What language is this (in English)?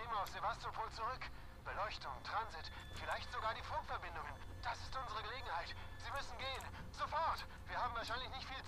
Bavarian